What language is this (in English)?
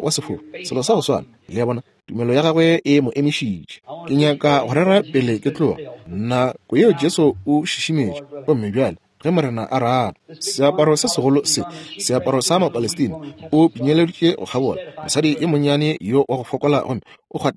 Northern Sotho